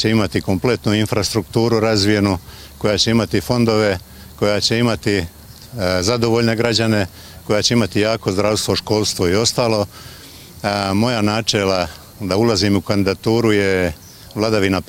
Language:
Bosnian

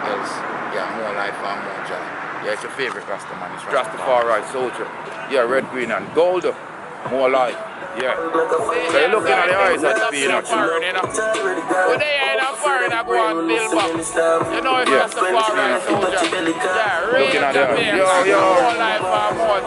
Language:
Jamaican Creole English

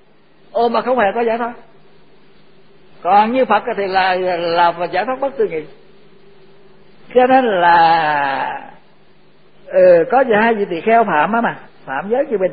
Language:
Vietnamese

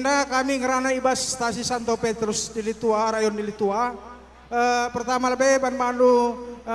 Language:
Batak Karo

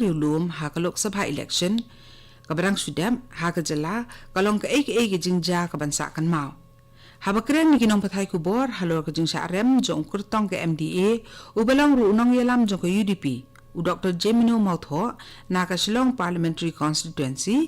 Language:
Khasi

